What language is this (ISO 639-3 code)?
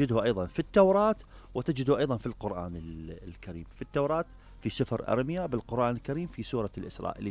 acm